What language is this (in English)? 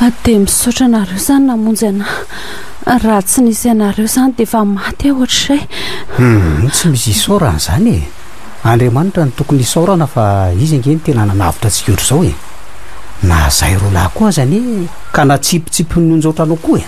Malagasy